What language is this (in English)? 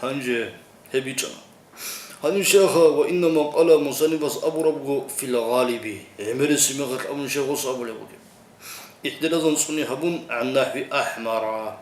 Avaric